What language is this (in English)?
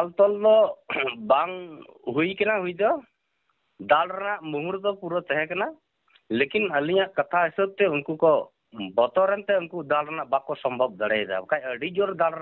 Santali